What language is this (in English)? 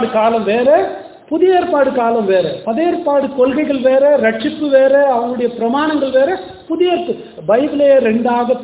Tamil